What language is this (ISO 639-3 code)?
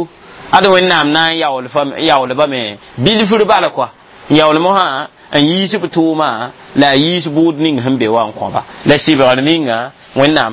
mos